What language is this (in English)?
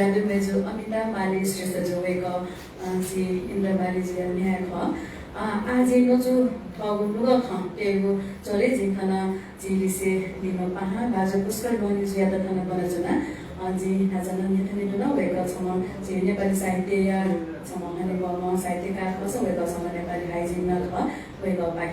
Newari